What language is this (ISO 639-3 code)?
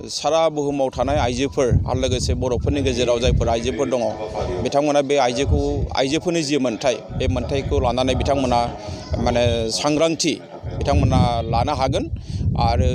brx